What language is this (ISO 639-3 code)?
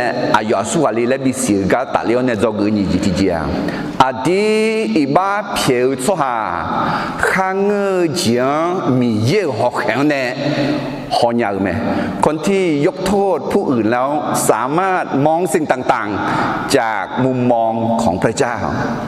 ahk